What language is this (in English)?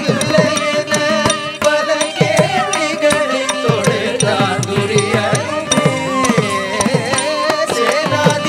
Tamil